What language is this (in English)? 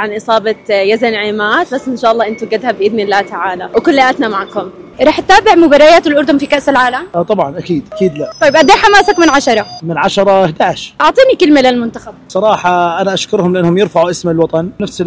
North Levantine Arabic